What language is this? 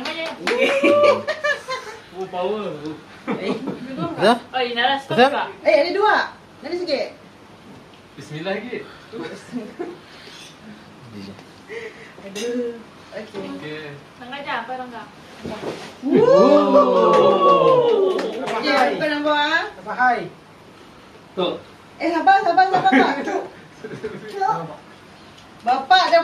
Malay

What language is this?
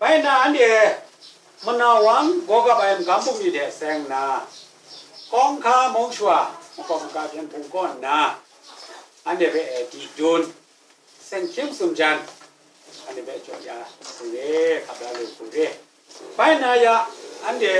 Kachin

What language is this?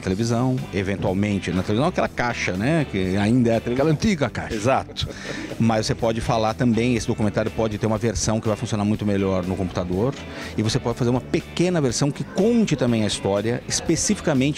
Portuguese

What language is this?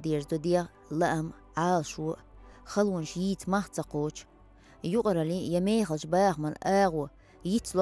Chechen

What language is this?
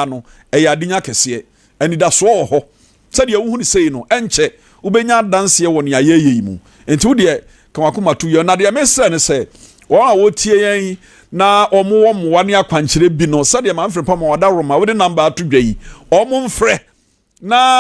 Akan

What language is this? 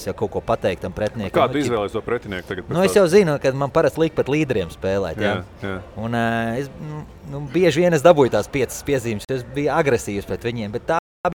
Latvian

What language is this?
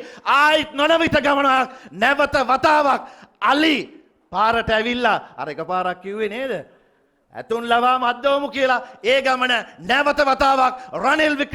Sinhala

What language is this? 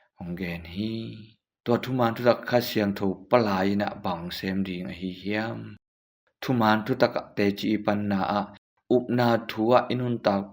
Tedim Chin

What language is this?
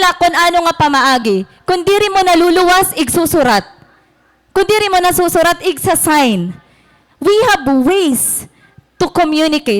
Waray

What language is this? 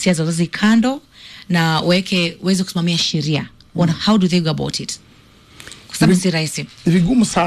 Swahili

